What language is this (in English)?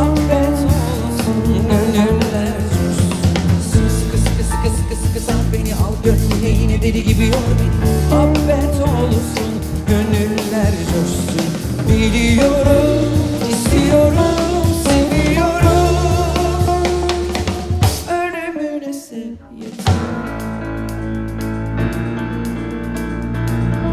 Turkish